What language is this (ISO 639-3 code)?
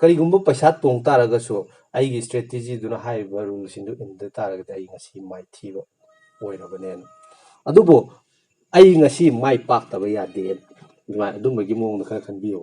mni